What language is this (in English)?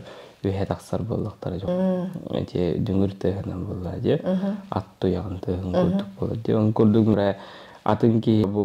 Yakut